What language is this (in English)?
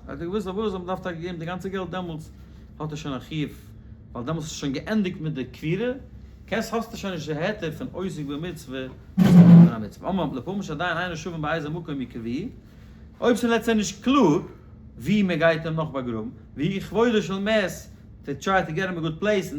Yiddish